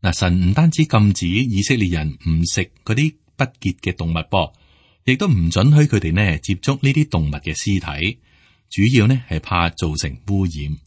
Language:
Cantonese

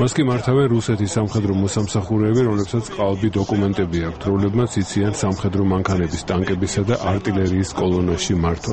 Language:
Georgian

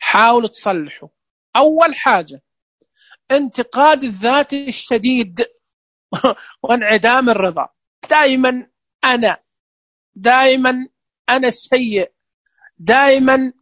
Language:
Najdi Arabic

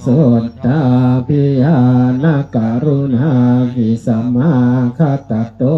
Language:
Pali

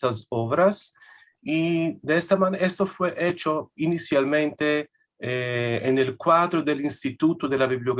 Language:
Ladino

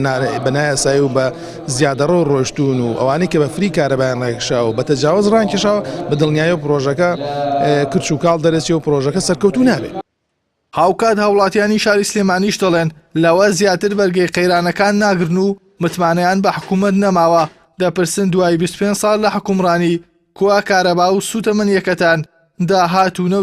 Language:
Central Kurdish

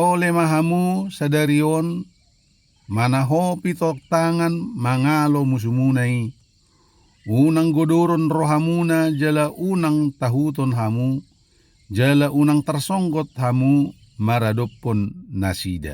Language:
Batak Toba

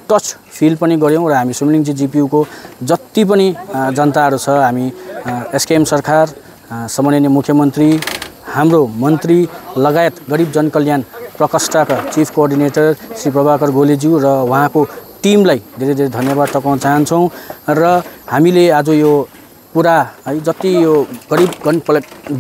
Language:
Nepali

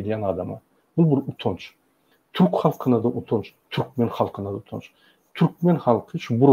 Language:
Turkmen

